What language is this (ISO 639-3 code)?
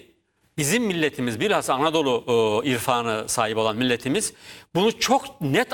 tur